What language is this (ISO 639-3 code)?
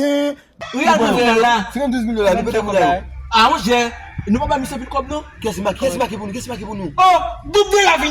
hat